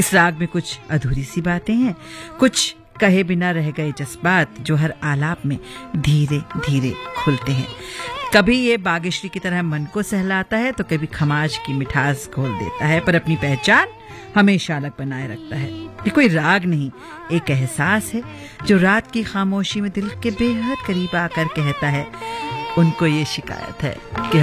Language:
Hindi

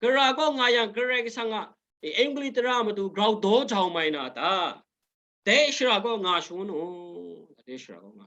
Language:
Kachin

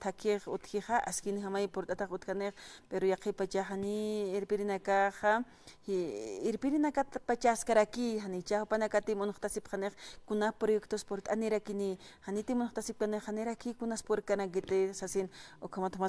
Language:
Aymara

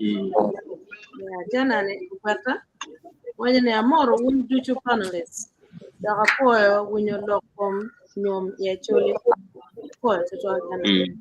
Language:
Acoli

